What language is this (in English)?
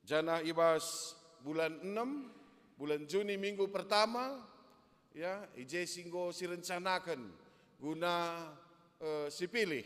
Batak Karo